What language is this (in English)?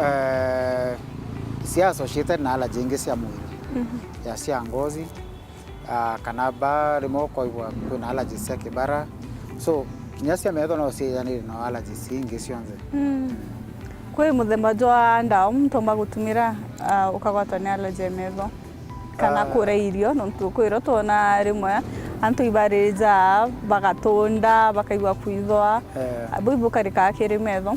Meru